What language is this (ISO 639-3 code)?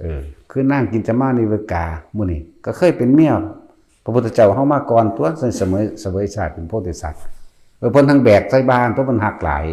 tts